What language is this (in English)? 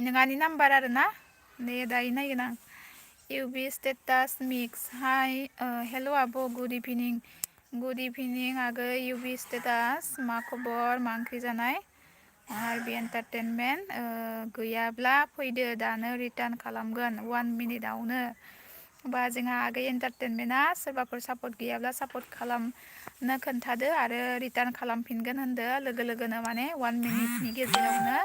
Bodo